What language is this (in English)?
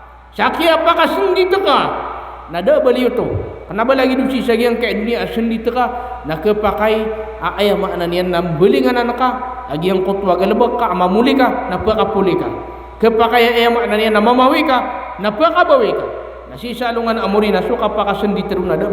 Maranao